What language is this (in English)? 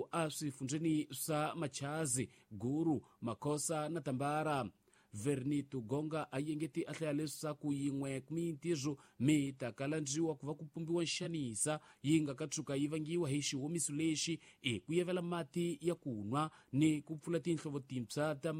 Tsonga